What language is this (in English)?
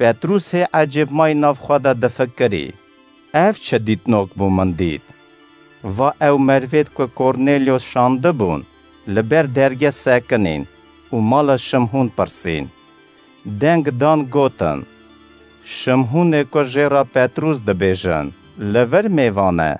Kurdish